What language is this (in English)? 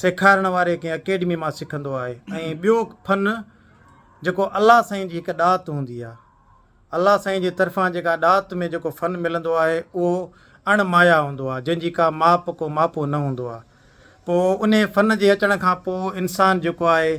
Sindhi